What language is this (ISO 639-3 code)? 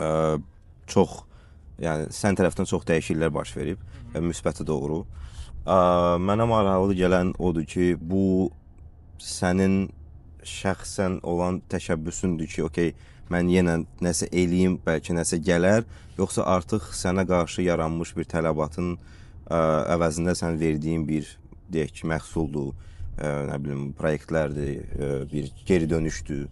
aze